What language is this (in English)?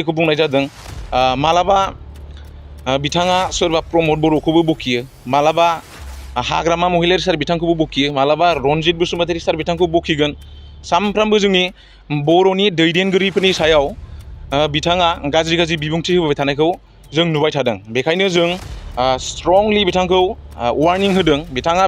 Bodo